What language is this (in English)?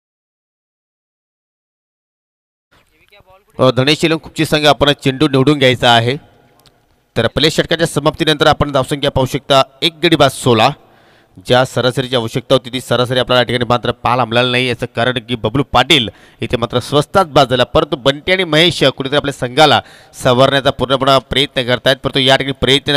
Marathi